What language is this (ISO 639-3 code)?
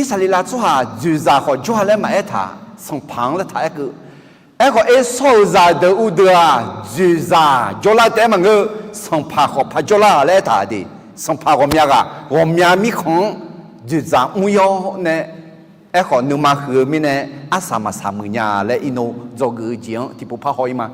ahk